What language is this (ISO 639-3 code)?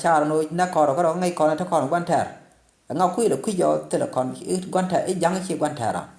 nus